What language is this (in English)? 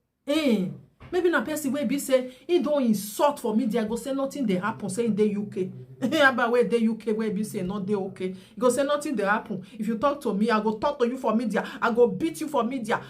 Nigerian Pidgin